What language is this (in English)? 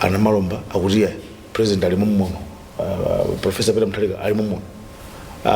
Nyanja